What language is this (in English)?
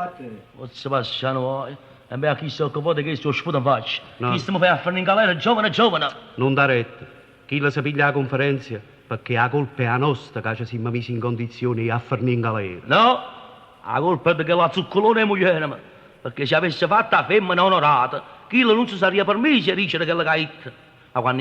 Neapolitan